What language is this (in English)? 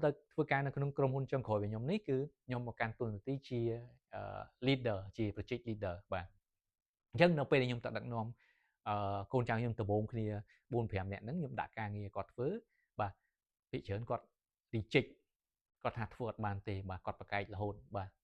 Khmer